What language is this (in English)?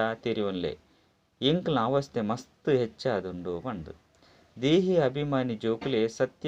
Tulu